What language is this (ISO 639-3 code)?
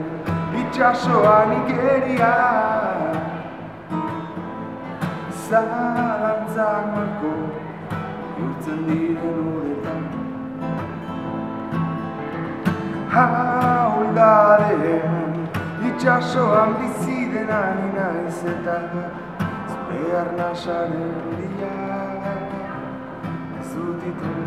eus